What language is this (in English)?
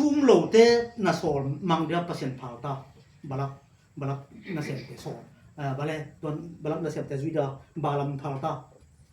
Tedim Chin